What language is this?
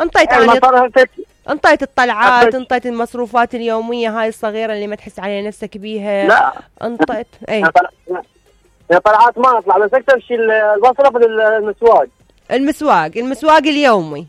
Mesopotamian Arabic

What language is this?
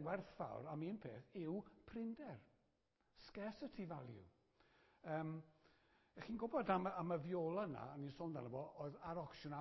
Welsh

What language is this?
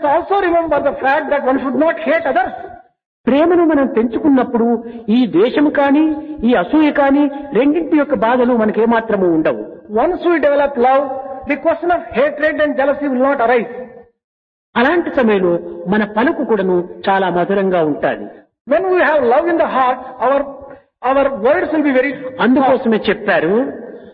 Telugu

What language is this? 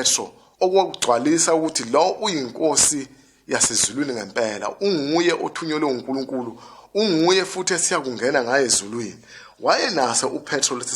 Zulu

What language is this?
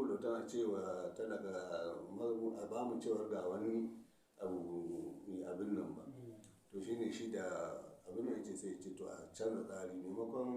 Hausa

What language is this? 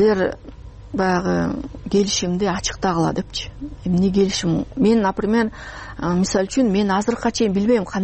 Kyrgyz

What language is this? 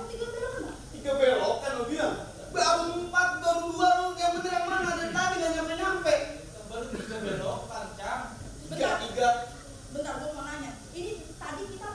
Betawi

